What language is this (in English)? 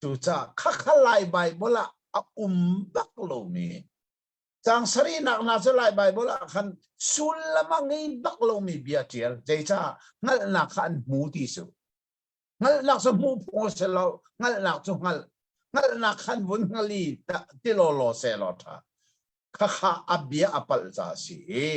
Hakha Chin